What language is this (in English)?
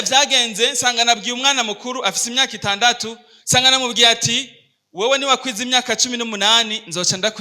Rundi